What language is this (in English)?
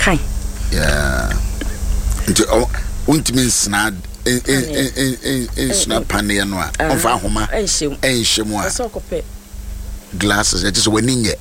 Akan